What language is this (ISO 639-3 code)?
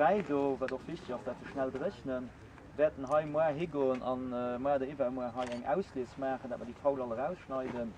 ltz